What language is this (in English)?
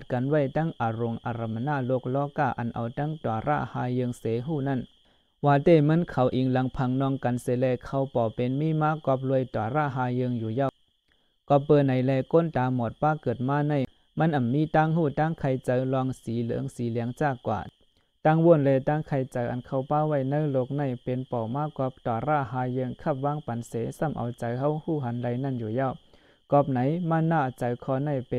Shan